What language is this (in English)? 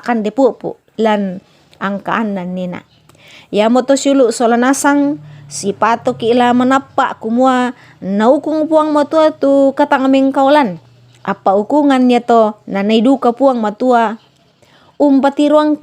Toraja-Sa'dan